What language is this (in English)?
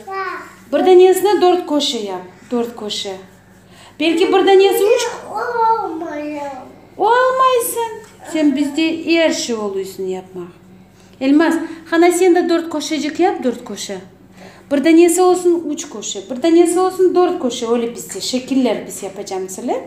Crimean Tatar